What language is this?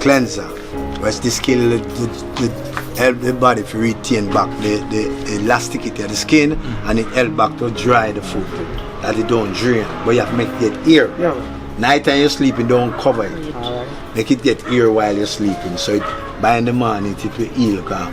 Jamaican Creole English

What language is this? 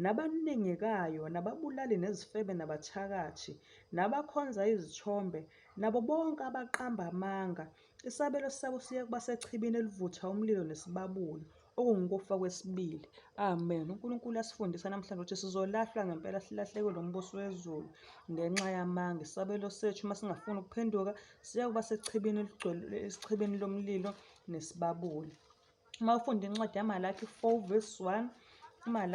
Zulu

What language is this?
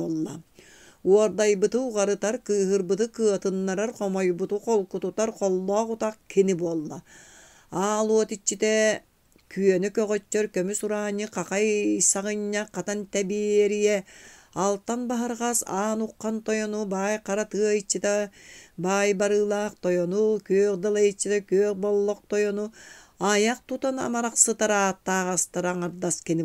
Yakut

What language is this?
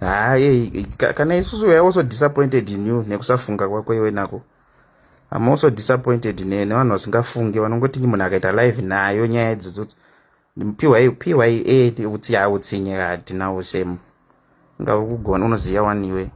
Shona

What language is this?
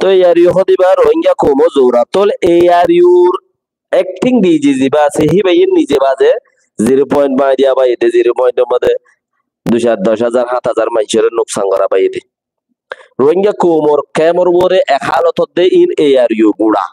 Rohingya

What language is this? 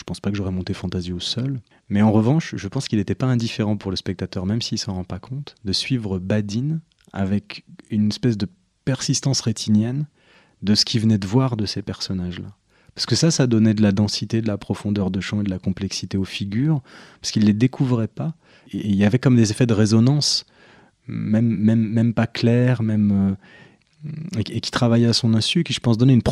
French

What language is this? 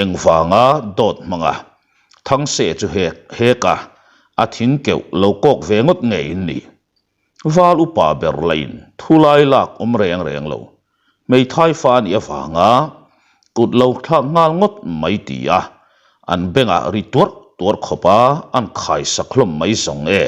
Mizo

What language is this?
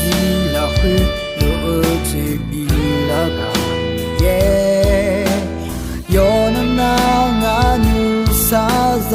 Akha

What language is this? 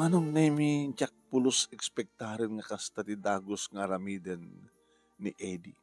Iloko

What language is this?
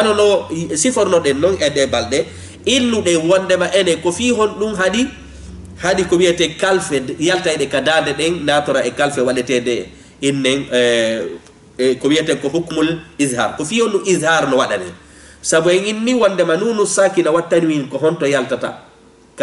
Fula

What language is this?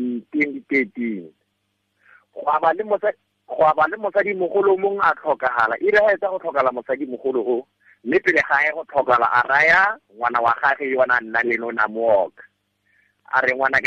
Tswana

